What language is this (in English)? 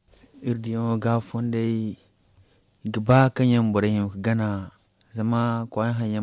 Zarma